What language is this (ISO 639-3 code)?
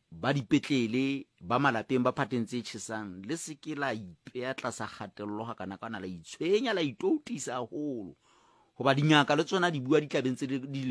sot